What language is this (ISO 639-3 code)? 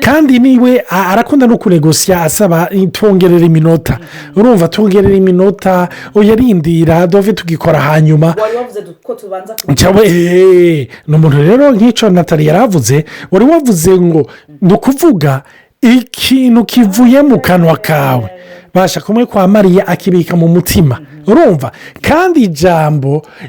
run